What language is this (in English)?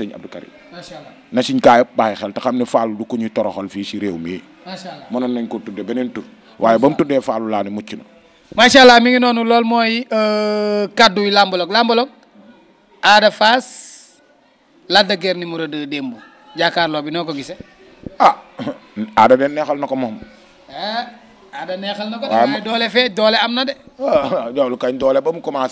Wolof